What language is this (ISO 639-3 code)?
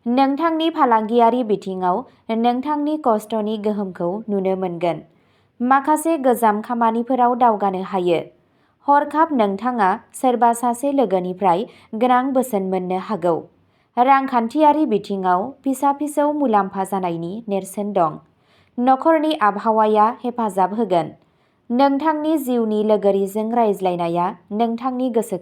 brx